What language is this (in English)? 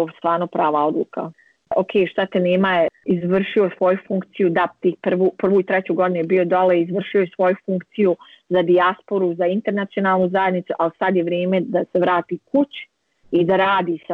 Bosnian